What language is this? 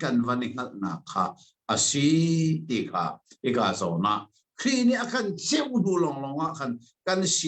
Hakha Chin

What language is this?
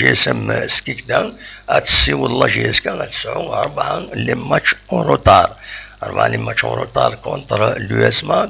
Kabyle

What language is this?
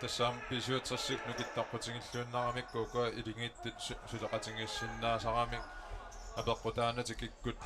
Kalaallisut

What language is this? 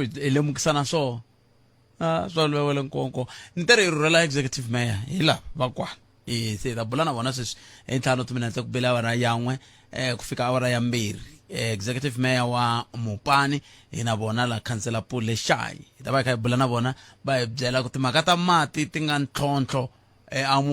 Tsonga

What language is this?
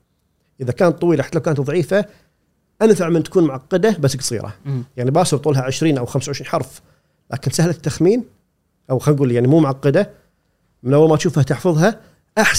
Gulf Arabic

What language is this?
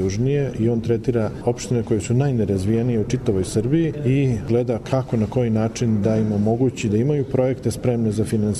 Serbian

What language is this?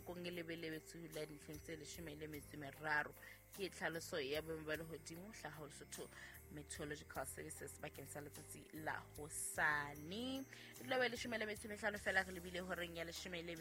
Southern Sotho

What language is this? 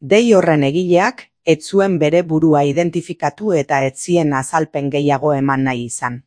Basque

